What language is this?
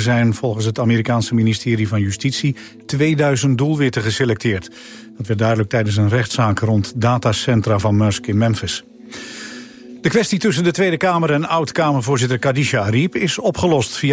Dutch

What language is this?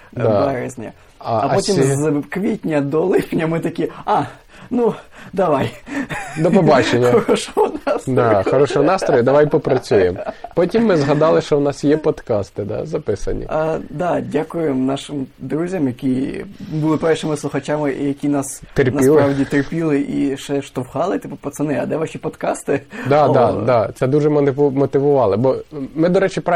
Ukrainian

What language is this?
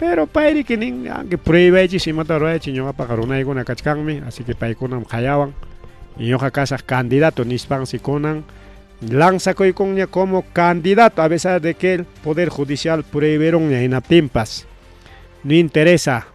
Ayacucho Quechua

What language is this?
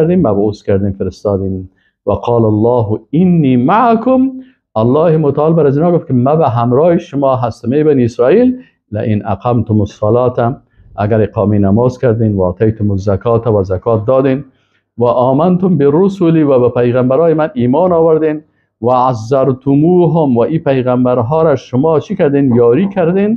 Persian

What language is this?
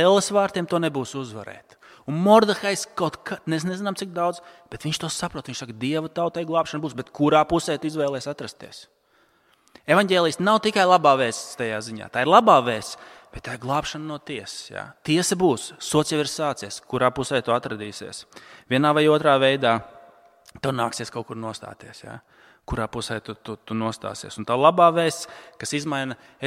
Latvian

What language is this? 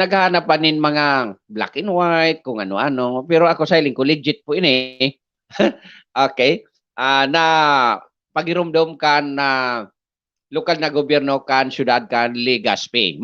Bikol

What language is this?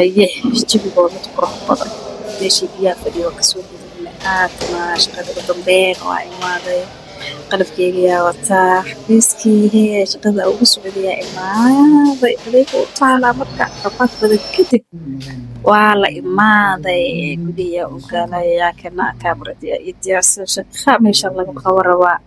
Somali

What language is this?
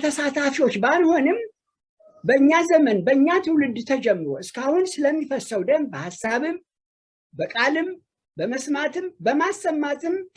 Amharic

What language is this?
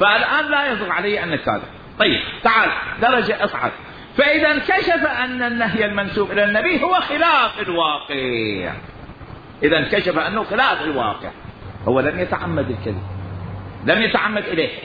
Mesopotamian Arabic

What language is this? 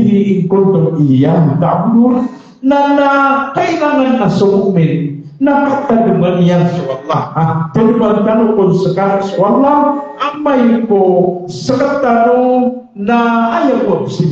Maranao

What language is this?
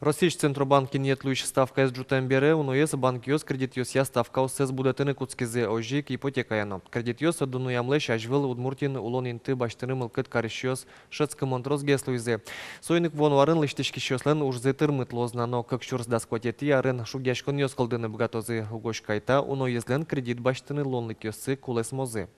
Udmurt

